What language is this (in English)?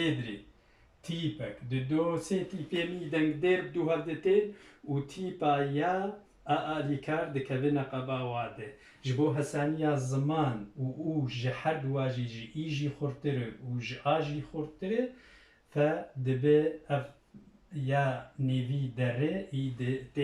Kurdish